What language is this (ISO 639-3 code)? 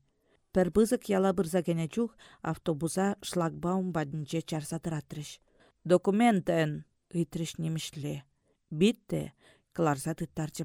chv